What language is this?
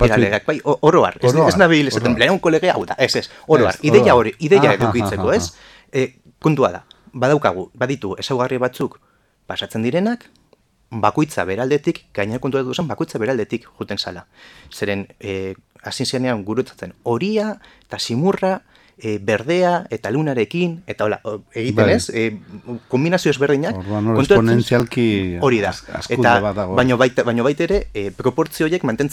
Basque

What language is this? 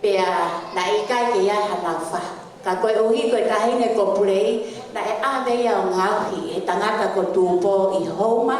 Tongan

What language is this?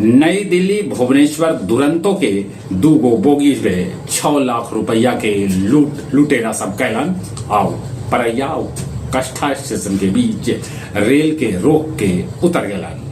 Magahi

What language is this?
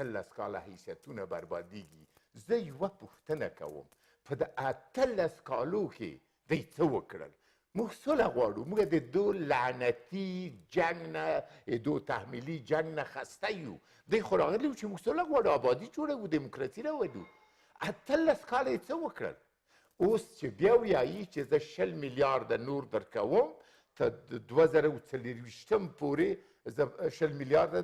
Pashto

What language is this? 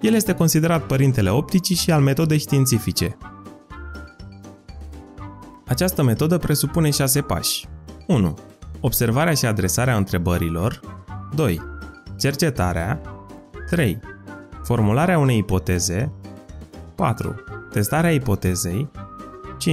Romanian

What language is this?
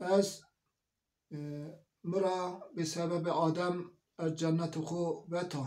Zaza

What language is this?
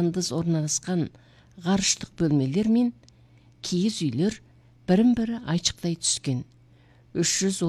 Kazakh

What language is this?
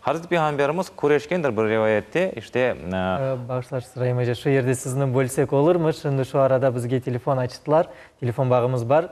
Crimean Tatar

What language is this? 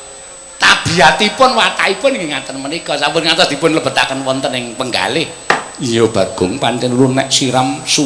Javanese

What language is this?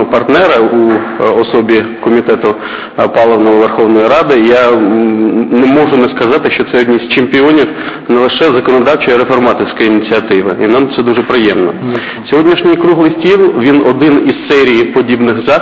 Ukrainian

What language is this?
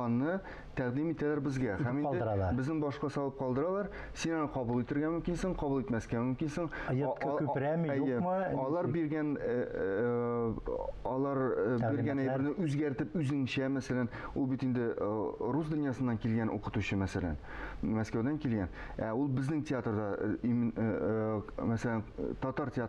Tatar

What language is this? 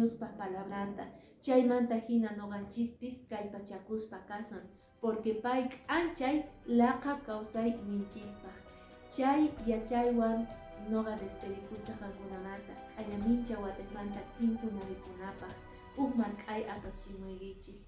Quechua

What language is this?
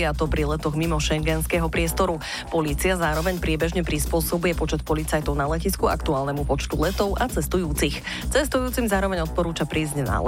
Slovak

